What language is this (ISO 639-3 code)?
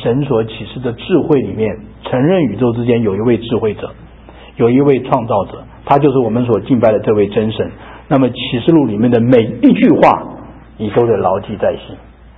zho